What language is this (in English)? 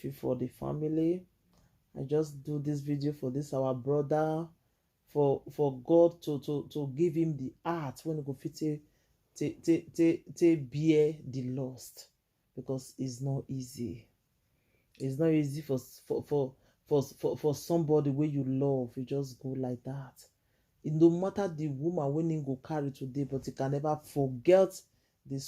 Nigerian Pidgin